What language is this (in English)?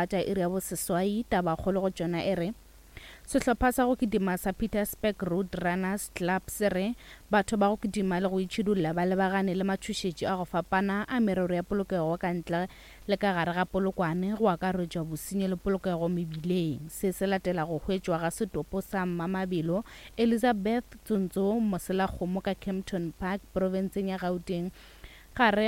Northern Sotho